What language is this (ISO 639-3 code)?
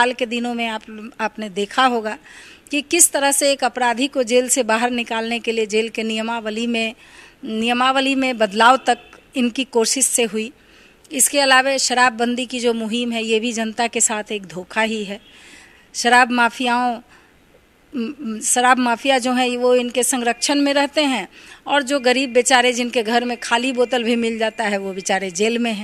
hin